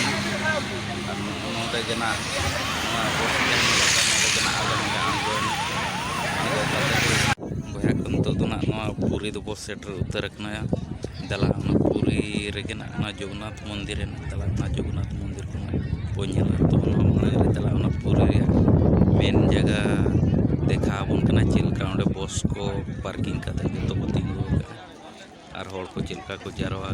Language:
Santali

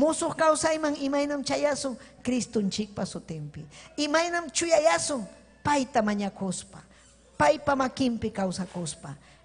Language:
Ayacucho Quechua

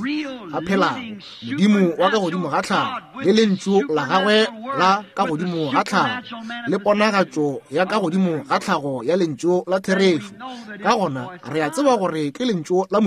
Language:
Northern Sotho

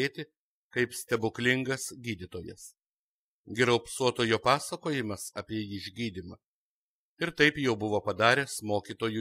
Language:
Lithuanian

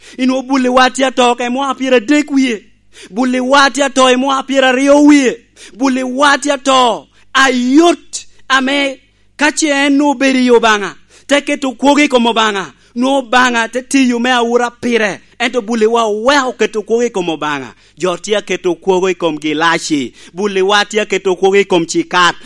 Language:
Lango (Uganda)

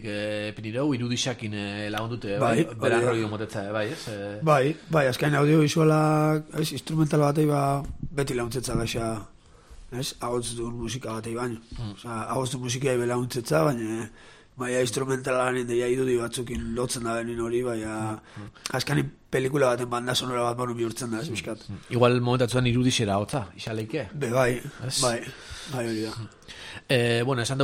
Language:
Basque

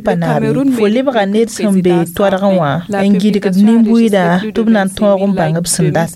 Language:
Mossi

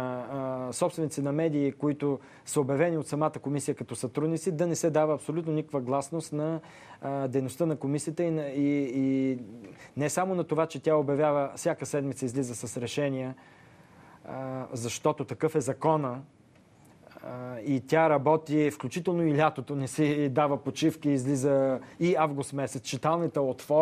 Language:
Bulgarian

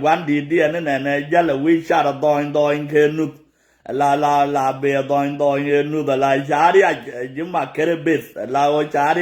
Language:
Nuer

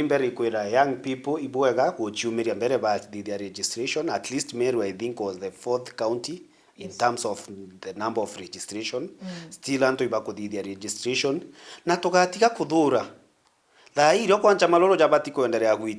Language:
Meru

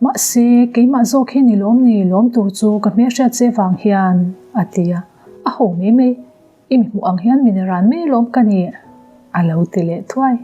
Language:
Mizo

